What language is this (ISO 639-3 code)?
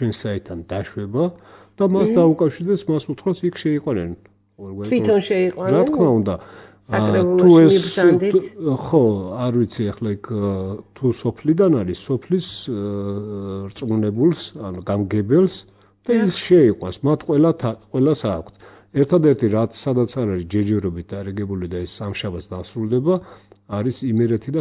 kat